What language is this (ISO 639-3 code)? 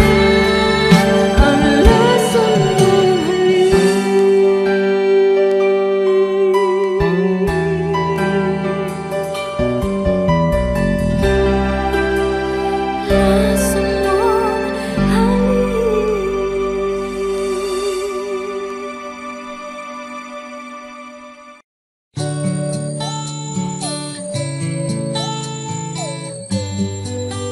fil